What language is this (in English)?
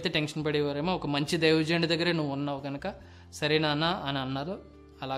Telugu